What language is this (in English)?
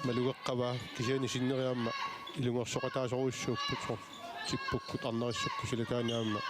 Kalaallisut